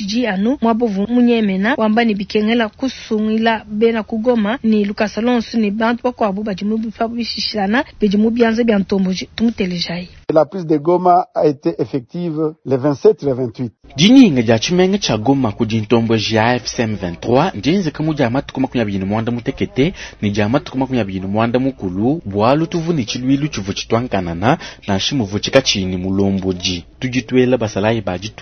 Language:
Luba-Lulua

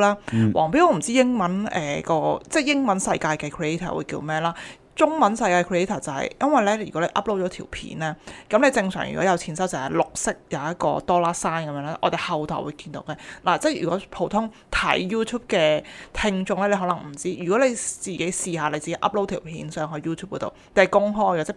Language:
Cantonese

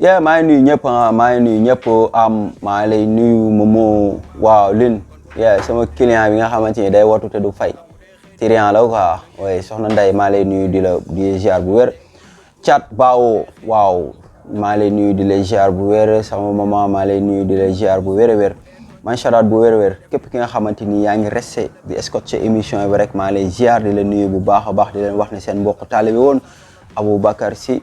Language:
Wolof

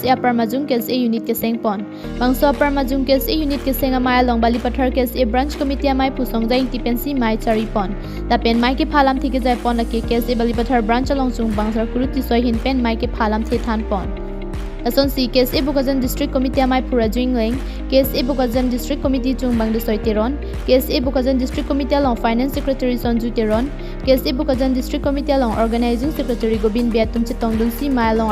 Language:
Karbi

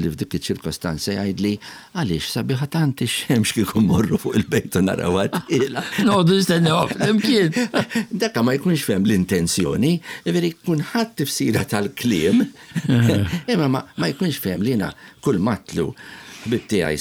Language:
Maltese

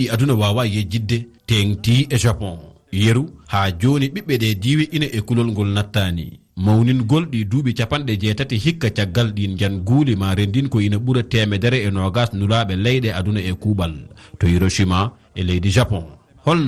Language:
Fula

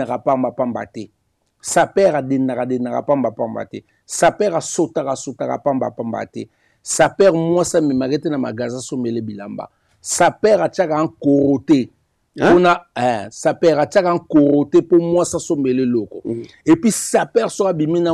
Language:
Lingala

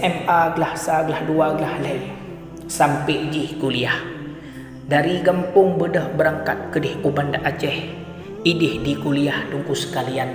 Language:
Achinese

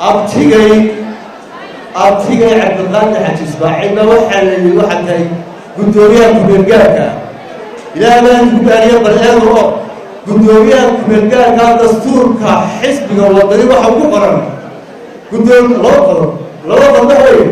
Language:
Somali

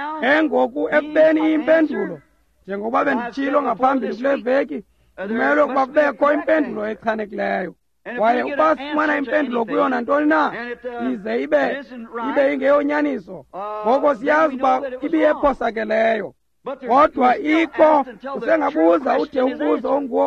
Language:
Xhosa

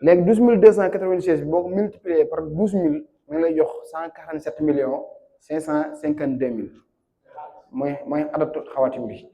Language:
Wolof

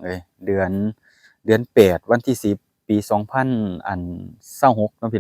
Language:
Lao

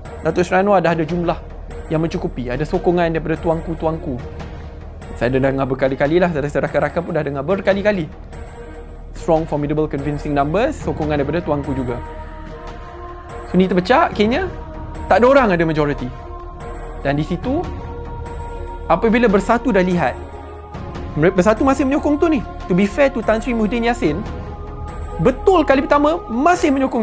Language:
Malay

